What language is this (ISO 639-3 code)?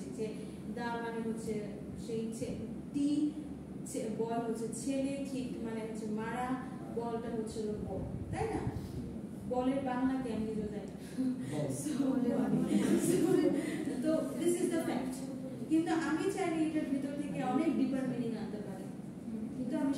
ben